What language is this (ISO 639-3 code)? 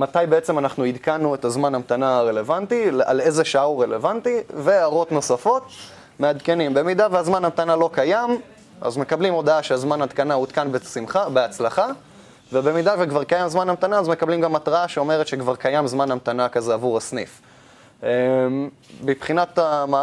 heb